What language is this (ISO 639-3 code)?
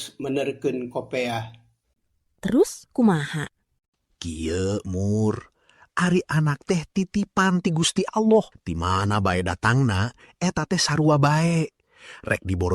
sun